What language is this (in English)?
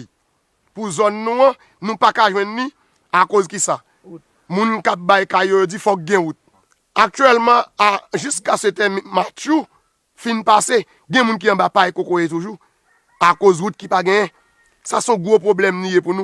Haitian Creole